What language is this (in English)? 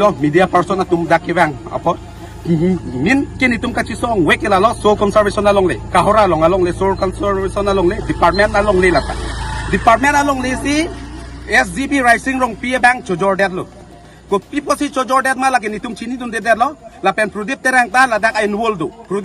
Karbi